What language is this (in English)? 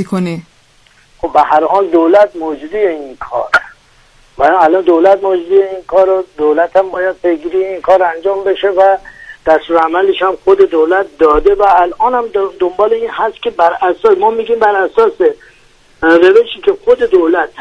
Persian